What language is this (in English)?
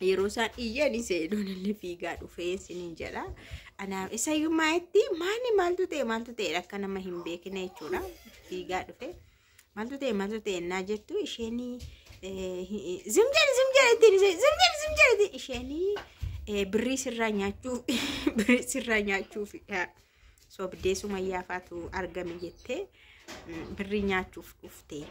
Oromo